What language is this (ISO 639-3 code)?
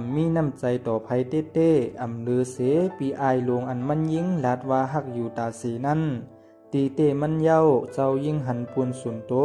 shn